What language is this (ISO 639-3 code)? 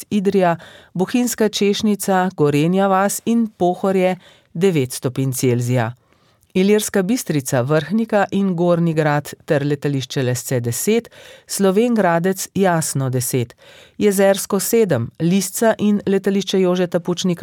slv